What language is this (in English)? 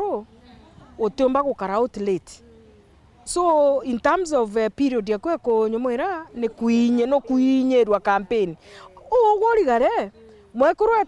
Meru